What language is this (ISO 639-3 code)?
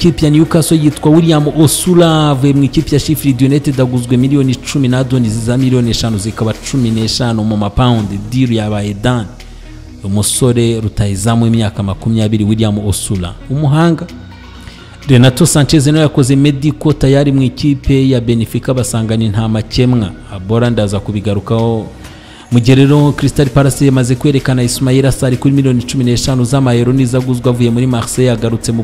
kin